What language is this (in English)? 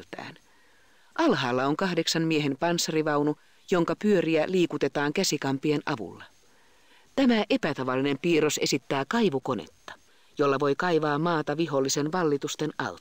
Finnish